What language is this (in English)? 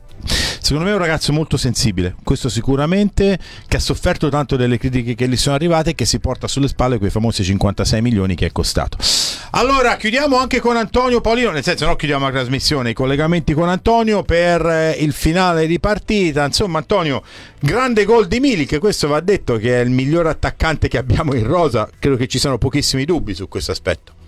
Italian